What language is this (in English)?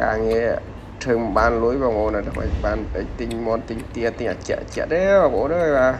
Khmer